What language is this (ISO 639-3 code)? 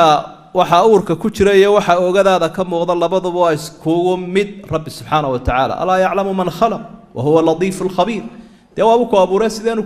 som